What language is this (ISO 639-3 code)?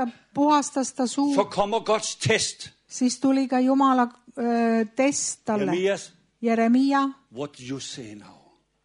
est